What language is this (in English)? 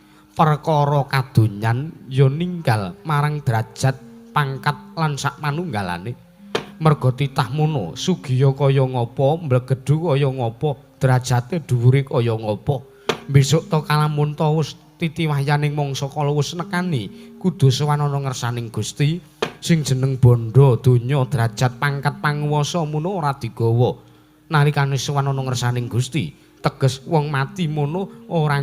Javanese